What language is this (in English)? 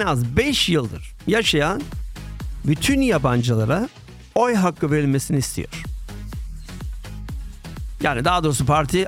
Turkish